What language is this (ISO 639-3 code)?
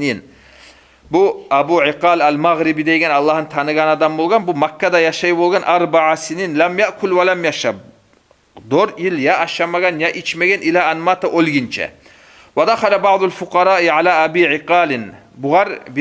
kum